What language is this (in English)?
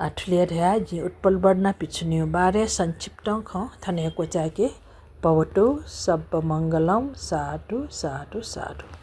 Newari